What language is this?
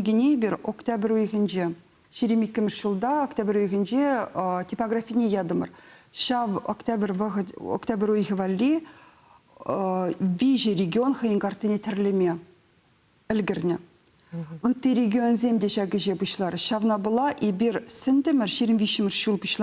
Chuvash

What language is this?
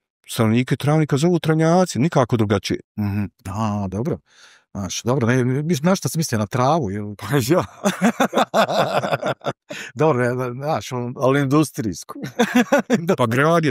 Bosnian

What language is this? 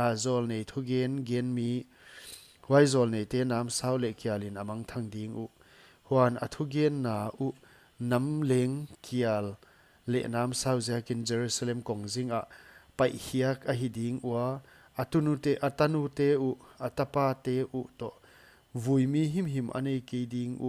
Paite Chin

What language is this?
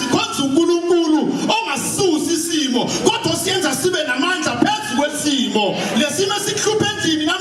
Zulu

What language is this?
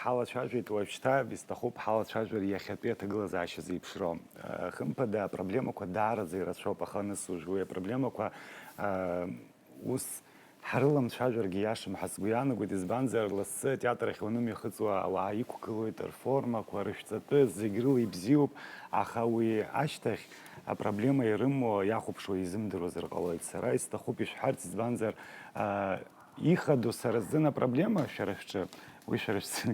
Abkhazian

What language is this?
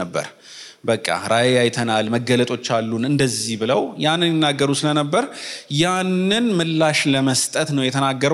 Amharic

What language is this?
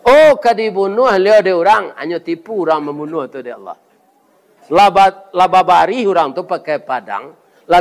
Minangkabau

